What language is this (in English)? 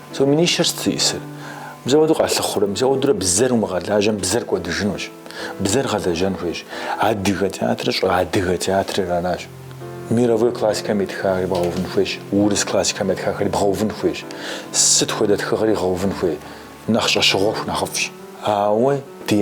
Kabardian